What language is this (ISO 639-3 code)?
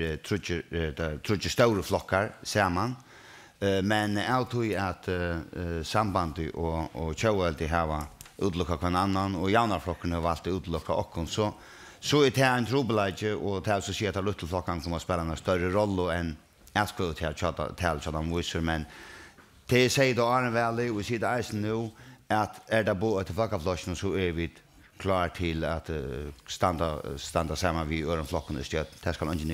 fao